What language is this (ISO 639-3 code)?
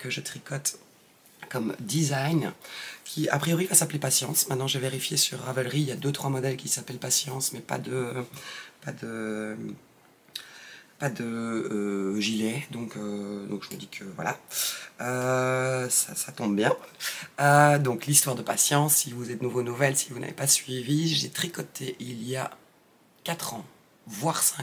fra